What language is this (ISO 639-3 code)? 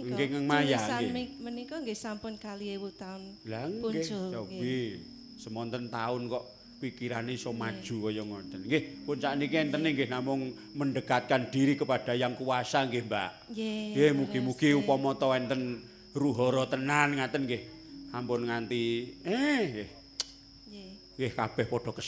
jav